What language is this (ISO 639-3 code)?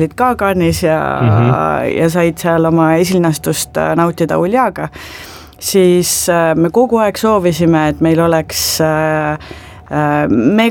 est